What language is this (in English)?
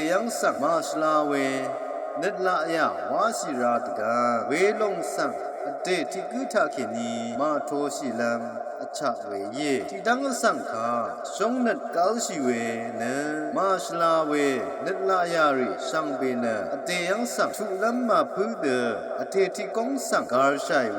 Rawang